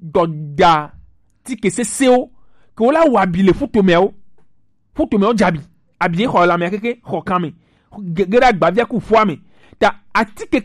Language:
Gen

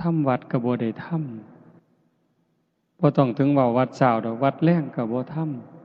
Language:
Northeastern Thai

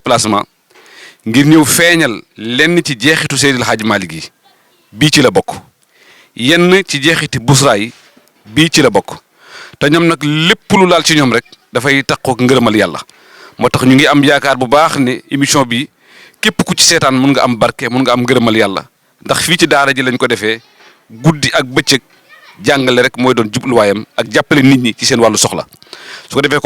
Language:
Wolof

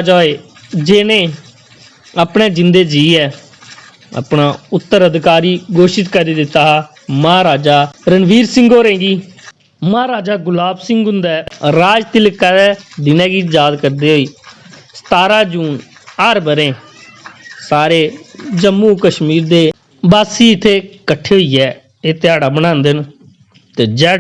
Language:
Dogri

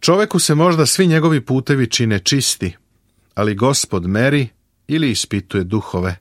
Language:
Serbian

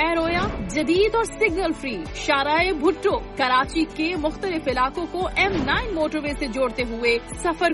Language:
Urdu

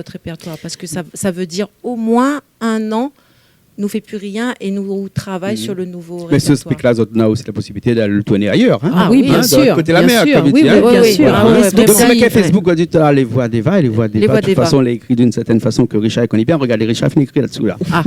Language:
Réunion Creole French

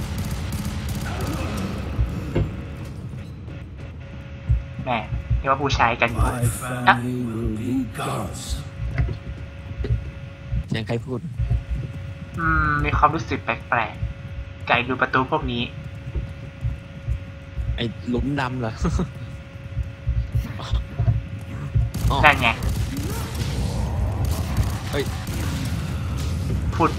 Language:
Thai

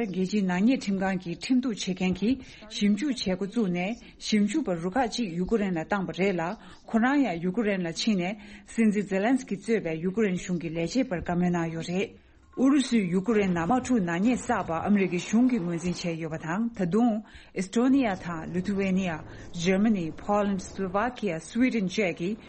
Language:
Tibetan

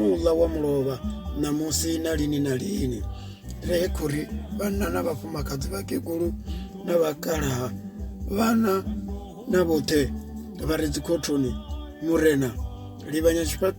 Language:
Venda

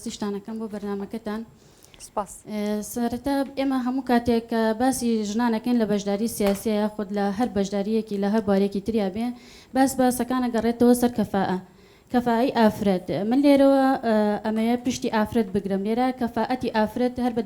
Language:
Central Kurdish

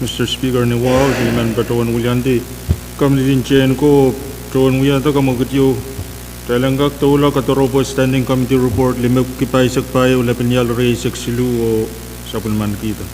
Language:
Pohnpeian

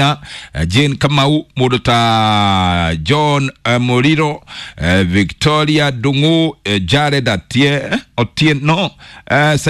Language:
Kikuyu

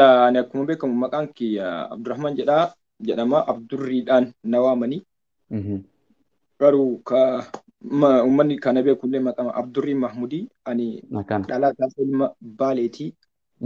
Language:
Oromo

